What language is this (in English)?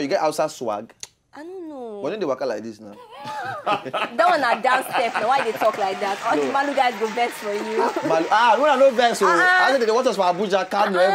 Nigerian Pidgin